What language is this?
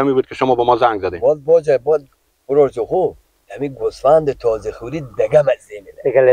Persian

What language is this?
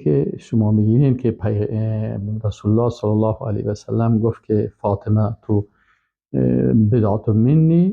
Persian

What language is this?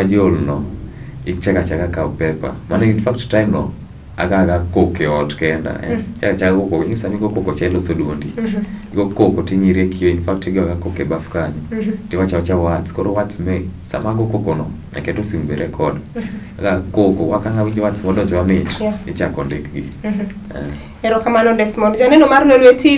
Luo (Kenya and Tanzania)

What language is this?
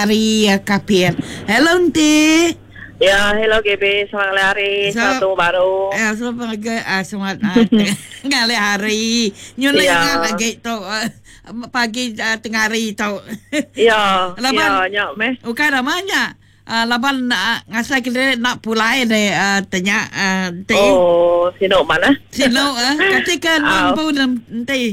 Iban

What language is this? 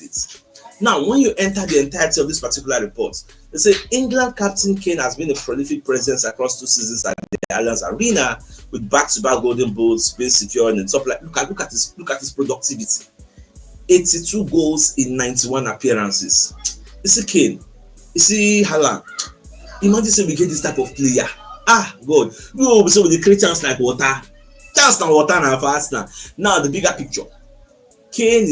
Nigerian Pidgin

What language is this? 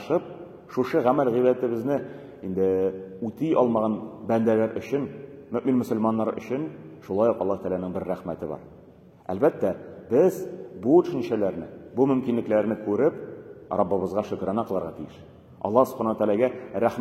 Tatar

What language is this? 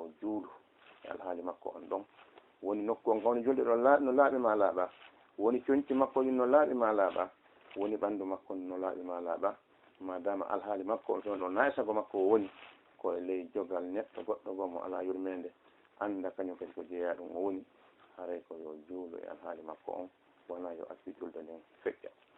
Fula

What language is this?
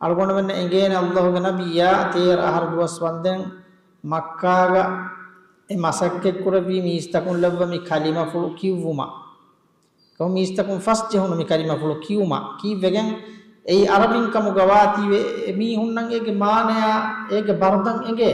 Divehi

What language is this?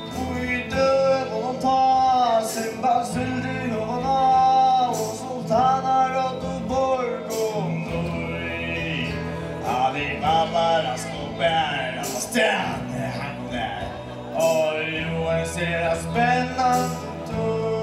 Faroese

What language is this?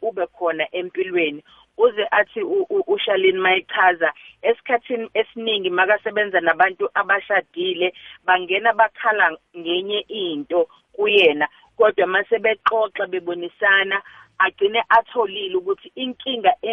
South Ndebele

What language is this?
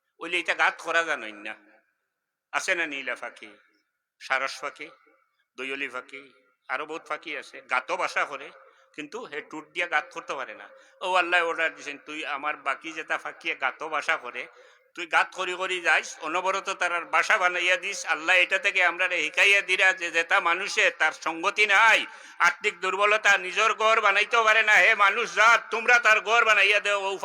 Sylheti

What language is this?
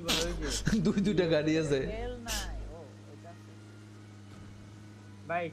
Bangla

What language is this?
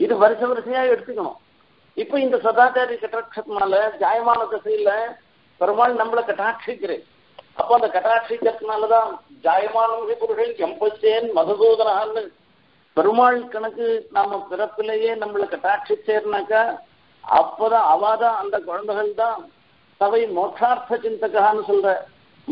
Tamil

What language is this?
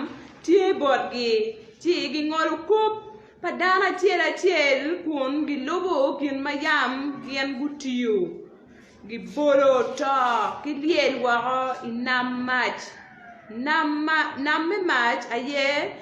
Acoli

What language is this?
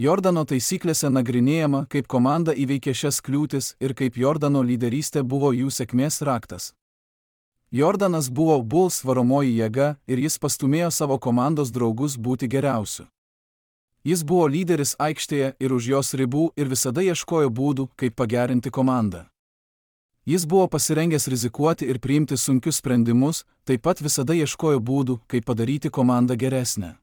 Lithuanian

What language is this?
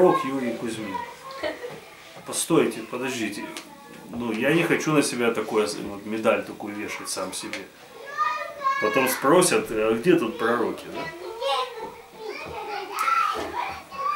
Russian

